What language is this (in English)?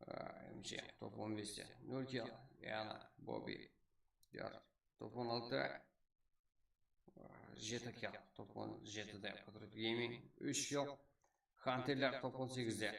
Kara-Kalpak